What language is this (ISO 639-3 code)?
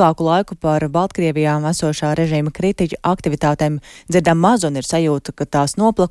lav